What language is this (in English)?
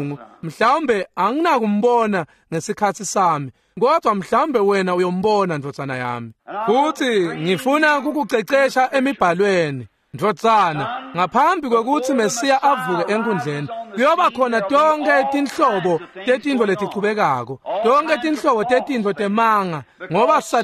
Swati